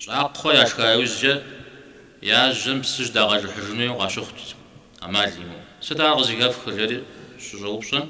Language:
Kabardian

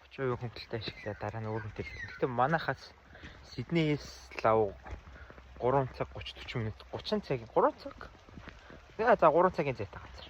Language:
Mongolian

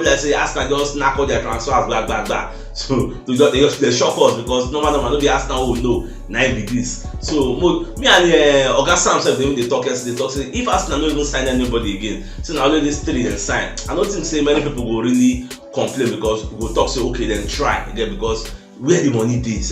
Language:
Nigerian Pidgin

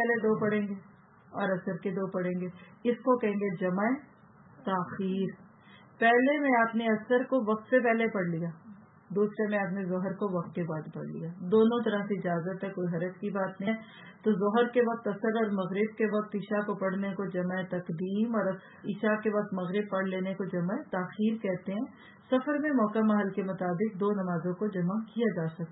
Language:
Urdu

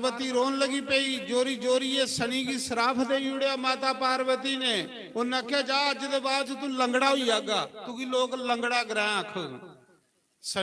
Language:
Dogri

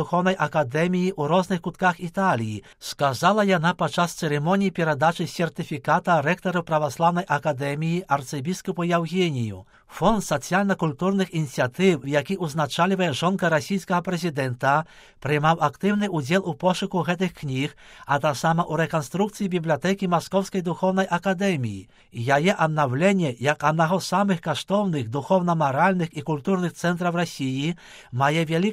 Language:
Belarusian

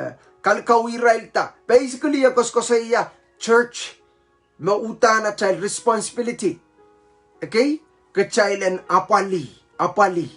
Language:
Pohnpeian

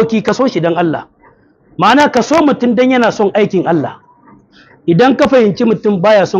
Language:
Hausa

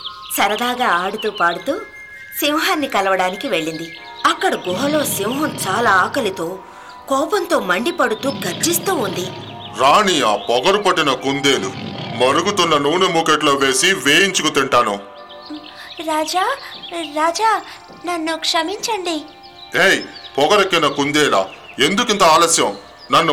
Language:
Telugu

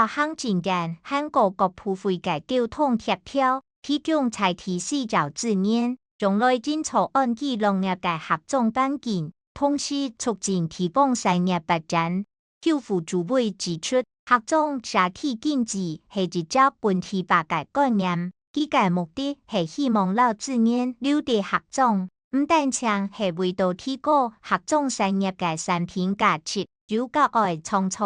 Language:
Hakka Chinese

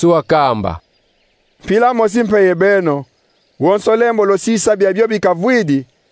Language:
Kongo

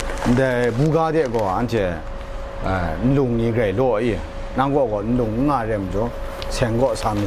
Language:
Kachin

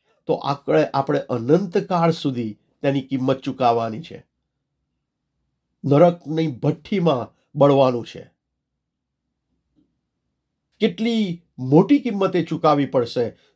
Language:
Gujarati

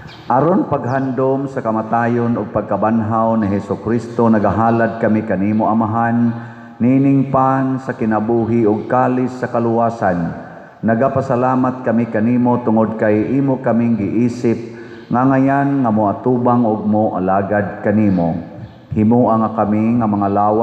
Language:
Cebuano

